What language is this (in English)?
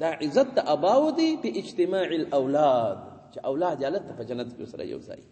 Pashto